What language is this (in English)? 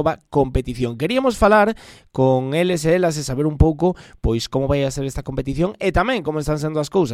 Galician